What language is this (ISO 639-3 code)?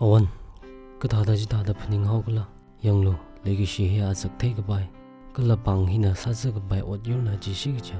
nmf